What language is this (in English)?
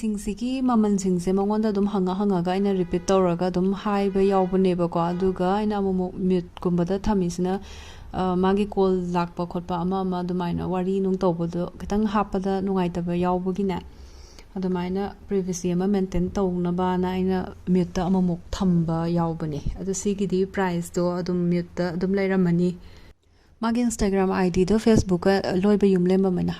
Manipuri